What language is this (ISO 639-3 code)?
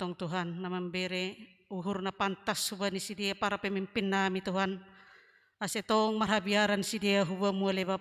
bts